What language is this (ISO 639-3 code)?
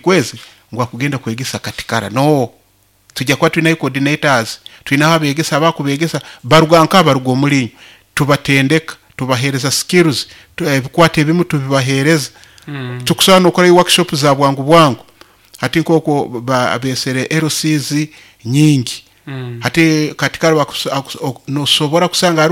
nyo